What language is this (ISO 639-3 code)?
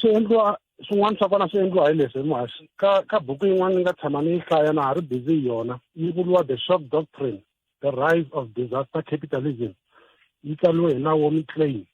tso